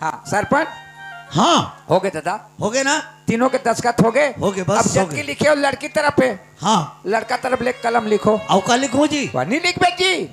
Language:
Chhattisgarhi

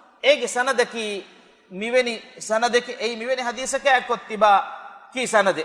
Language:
Divehi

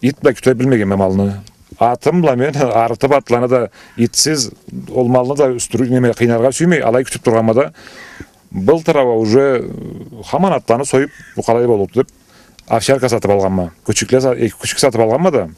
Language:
Karachay-Balkar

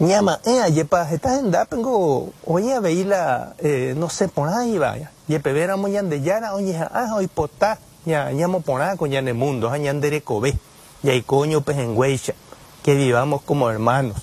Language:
Guarani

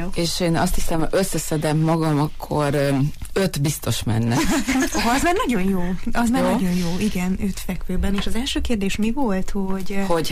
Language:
Hungarian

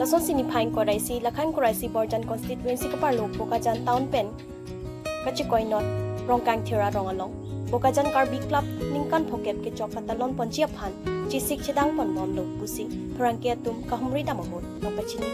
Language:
Karbi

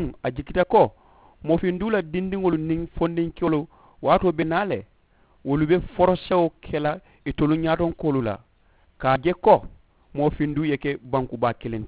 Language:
Mandingo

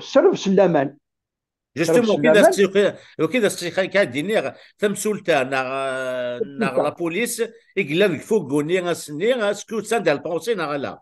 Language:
Kabyle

